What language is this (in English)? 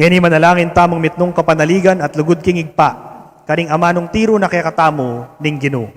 Pampanga